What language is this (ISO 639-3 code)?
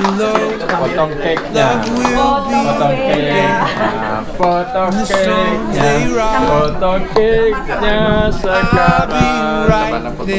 msa